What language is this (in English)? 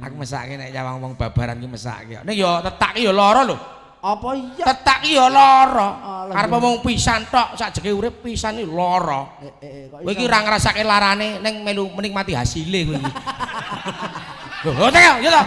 Javanese